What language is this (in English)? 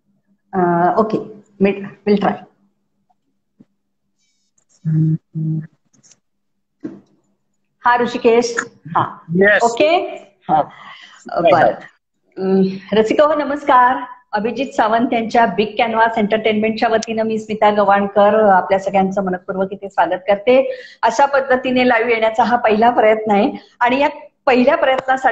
Marathi